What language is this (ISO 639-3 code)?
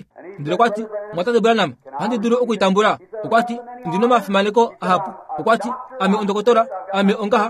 kua